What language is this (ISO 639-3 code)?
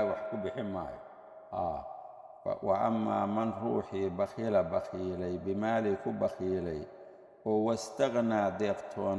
som